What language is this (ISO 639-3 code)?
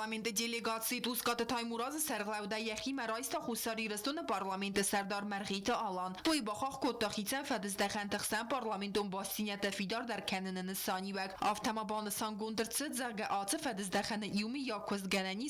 oss